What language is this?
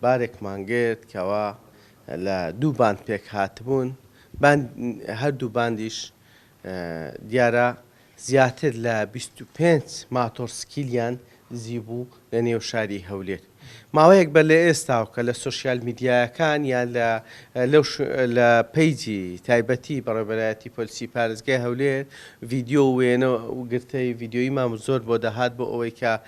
Central Kurdish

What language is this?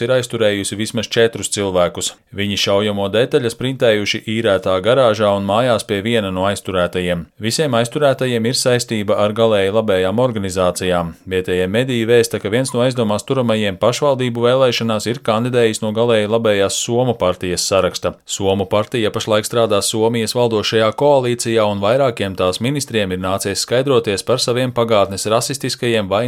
Latvian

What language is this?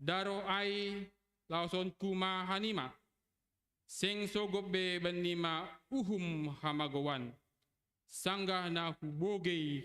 Batak Simalungun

